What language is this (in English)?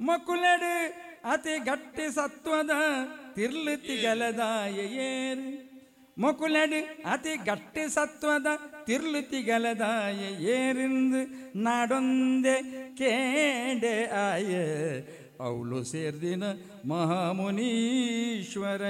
Tulu